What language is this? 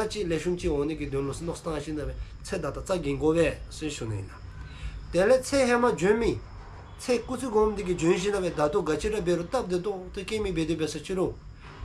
Dzongkha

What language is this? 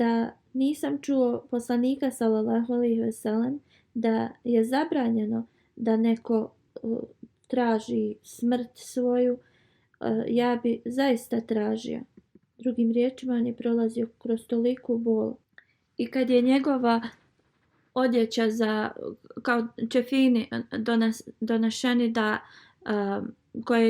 Bosnian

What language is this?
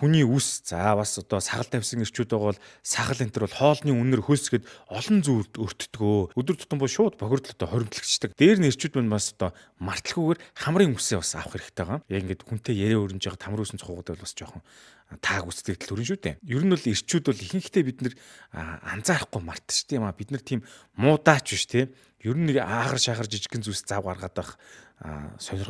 Mongolian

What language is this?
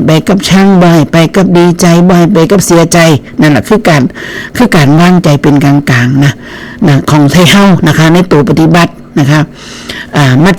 Northeastern Thai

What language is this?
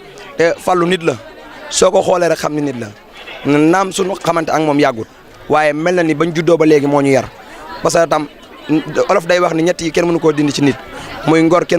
Wolof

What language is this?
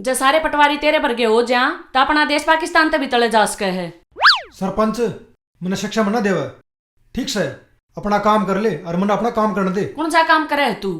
Haryanvi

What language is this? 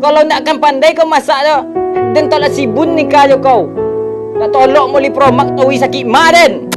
Minangkabau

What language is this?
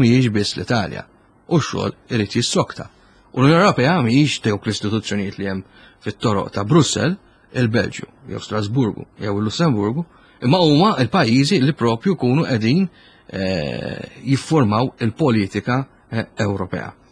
Maltese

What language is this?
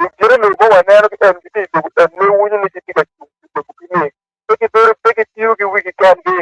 Acoli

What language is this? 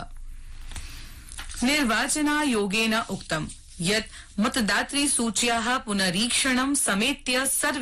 Sanskrit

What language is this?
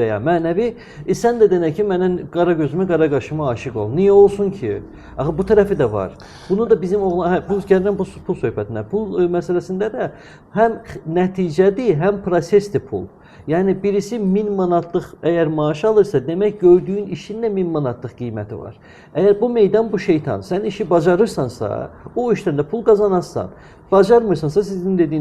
Azerbaijani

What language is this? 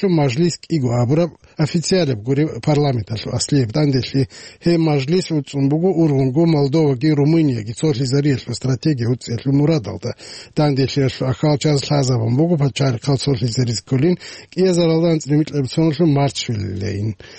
Avaric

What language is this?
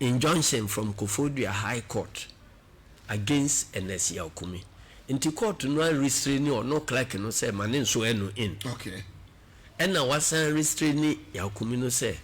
Akan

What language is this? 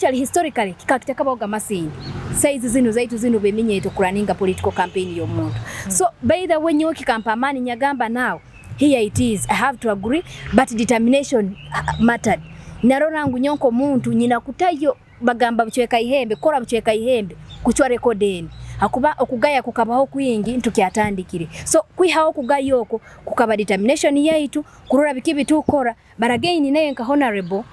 Nyoro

